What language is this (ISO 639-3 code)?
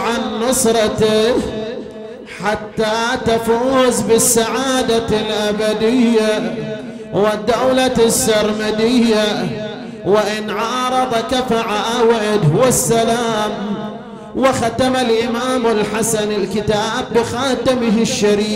ara